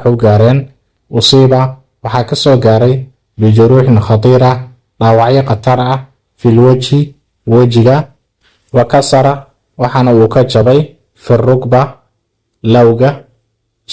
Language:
Somali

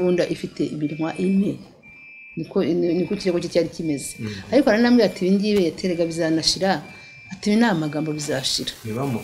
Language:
Kinyarwanda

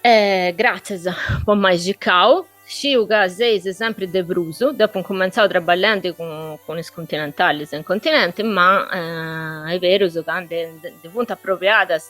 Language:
Sardinian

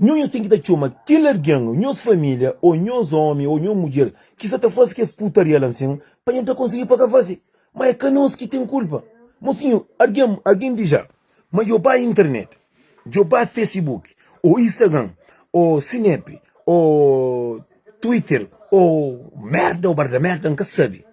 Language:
Kabuverdianu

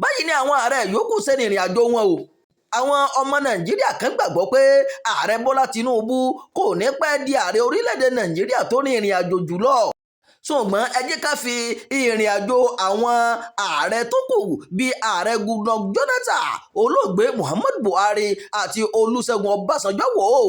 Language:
Yoruba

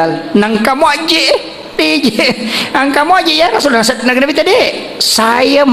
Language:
Buginese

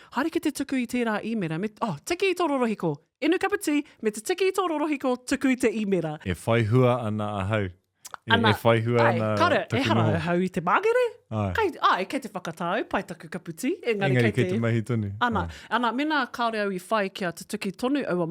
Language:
Māori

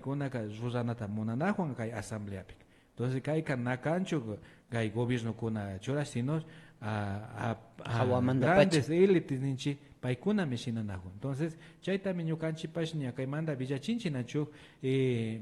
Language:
Imbabura Highland Quichua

